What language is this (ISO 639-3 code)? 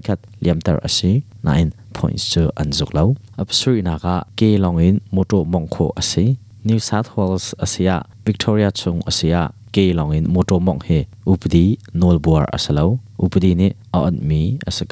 cnh